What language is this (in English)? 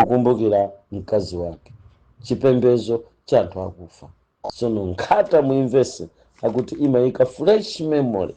Nyanja